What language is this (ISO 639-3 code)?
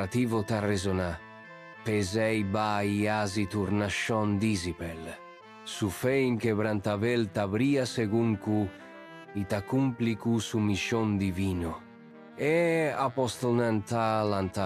pap